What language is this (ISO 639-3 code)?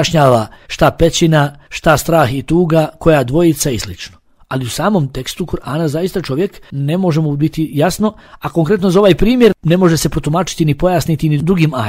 bos